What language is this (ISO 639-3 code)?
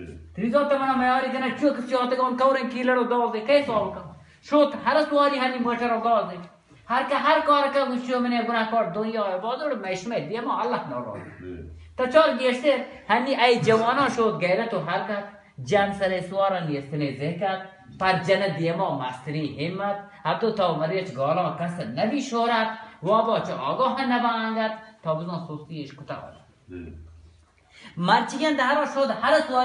bal